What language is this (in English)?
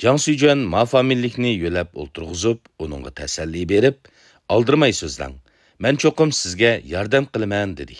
Uyghur